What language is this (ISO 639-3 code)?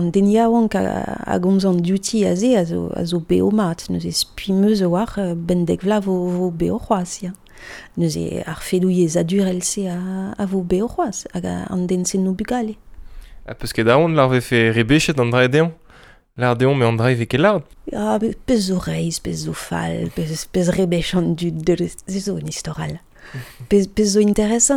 bre